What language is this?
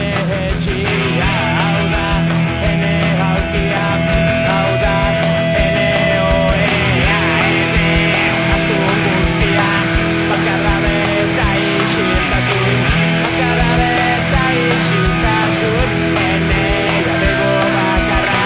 Basque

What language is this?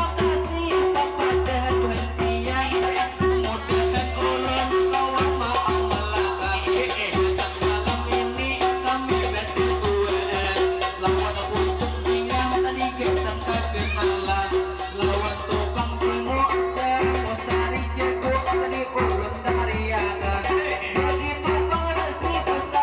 Banjar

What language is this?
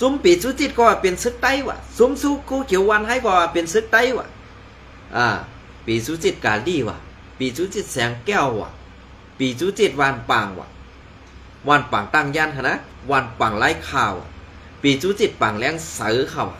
Shan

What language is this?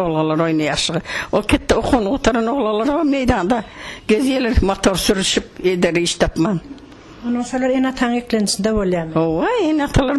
Turkmen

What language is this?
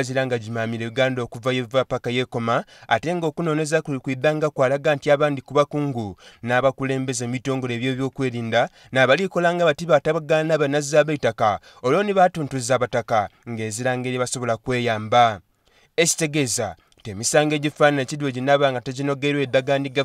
Soga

